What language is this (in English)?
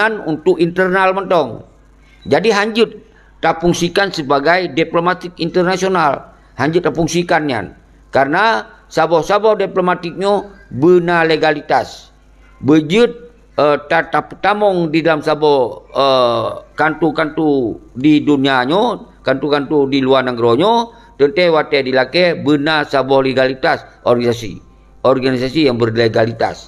Achinese